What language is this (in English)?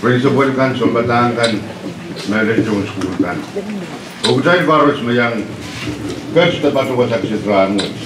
Pohnpeian